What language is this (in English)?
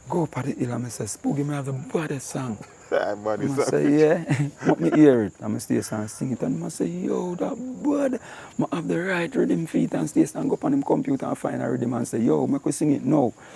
Jamaican Creole English